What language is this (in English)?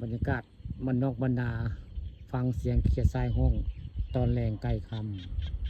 Northeastern Thai